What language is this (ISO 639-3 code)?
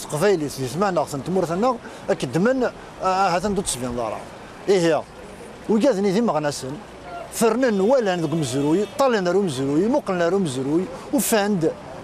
kab